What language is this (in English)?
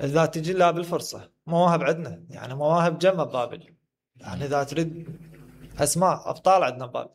Mesopotamian Arabic